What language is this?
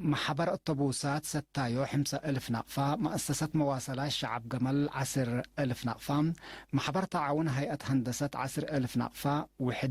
Tigre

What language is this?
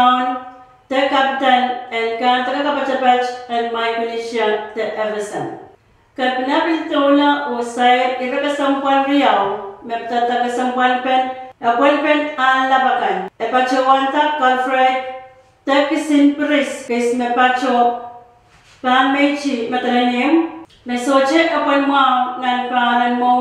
Pohnpeian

